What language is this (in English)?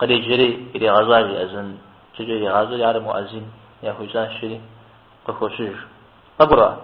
Kabardian